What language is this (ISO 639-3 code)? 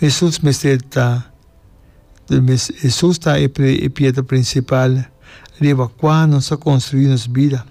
pap